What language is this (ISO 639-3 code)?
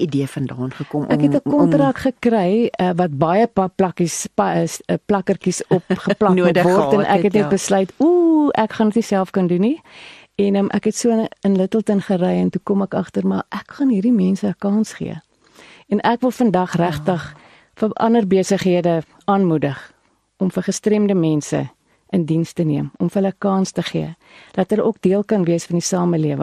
afr